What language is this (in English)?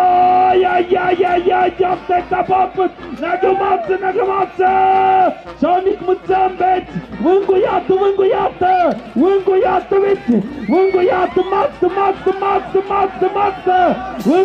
Tlahuitoltepec Mixe